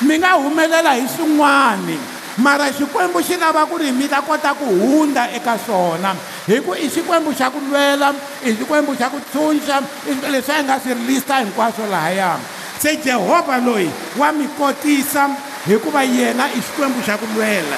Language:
Tsonga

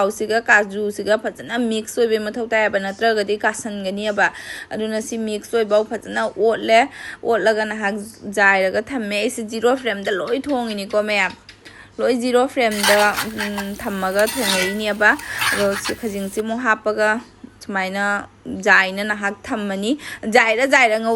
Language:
Manipuri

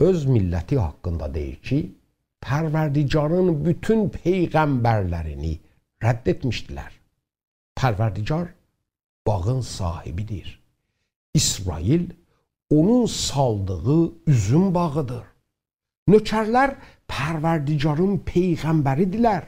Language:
South Azerbaijani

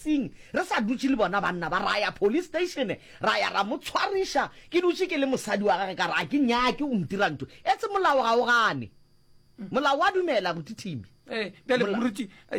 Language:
Northern Sotho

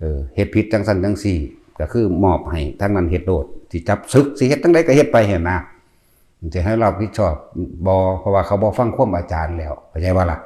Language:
Lao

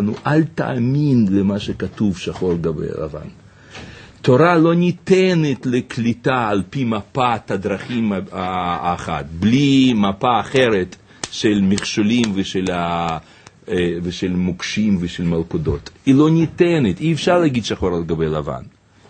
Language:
Hebrew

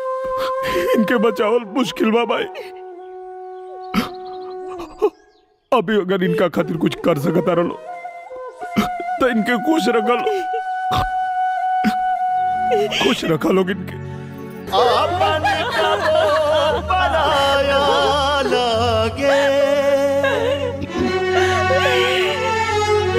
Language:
Bhojpuri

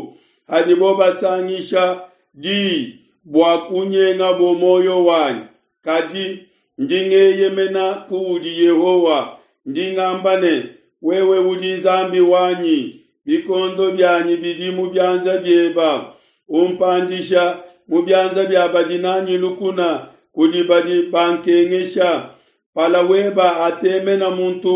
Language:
Luba-Lulua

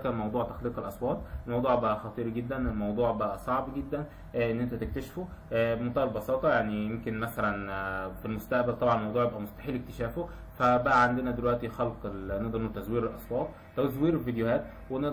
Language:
Egyptian Arabic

